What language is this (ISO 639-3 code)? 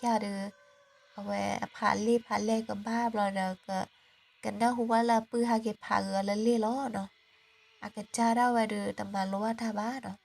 ksw